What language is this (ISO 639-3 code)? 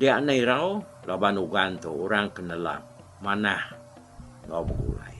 iba